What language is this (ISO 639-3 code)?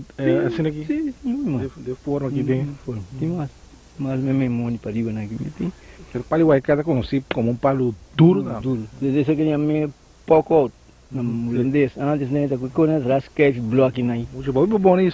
pap